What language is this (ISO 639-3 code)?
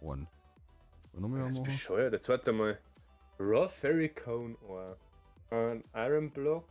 bar